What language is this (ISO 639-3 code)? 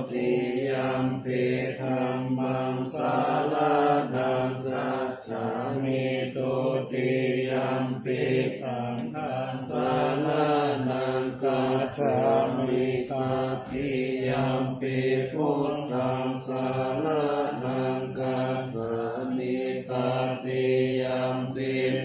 pli